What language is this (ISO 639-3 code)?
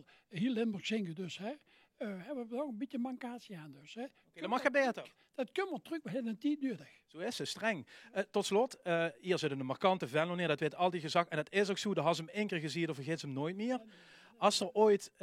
lim